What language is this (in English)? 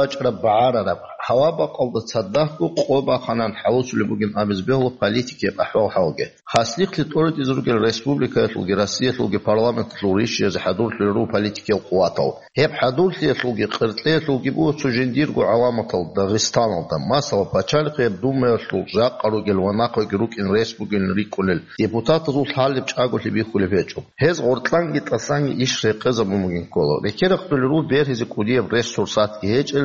Avaric